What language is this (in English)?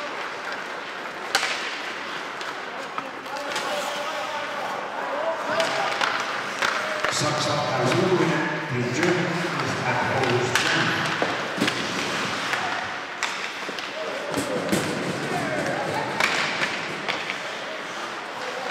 Finnish